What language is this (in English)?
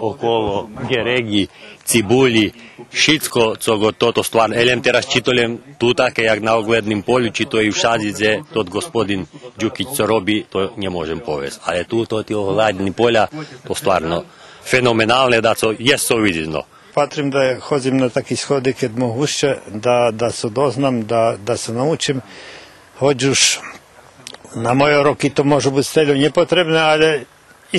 Rusyn